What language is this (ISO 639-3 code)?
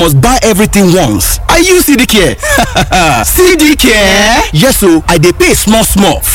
yor